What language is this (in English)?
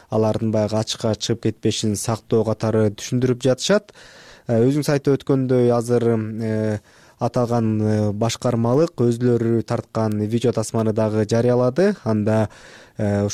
Kyrgyz